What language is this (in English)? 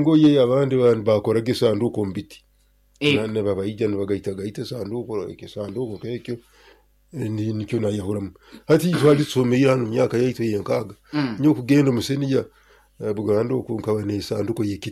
Nyoro